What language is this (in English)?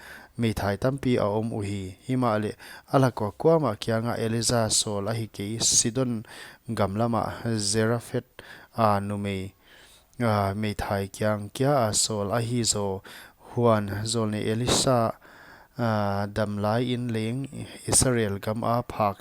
Paite Chin